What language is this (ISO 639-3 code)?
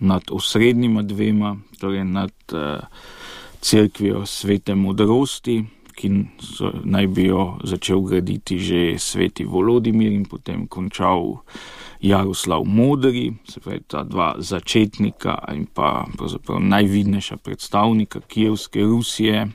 slv